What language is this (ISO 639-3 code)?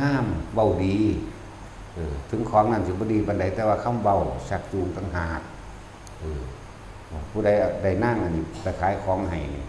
tts